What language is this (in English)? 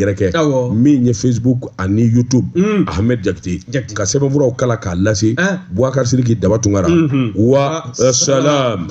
Bambara